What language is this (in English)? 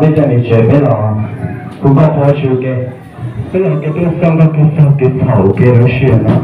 Hmong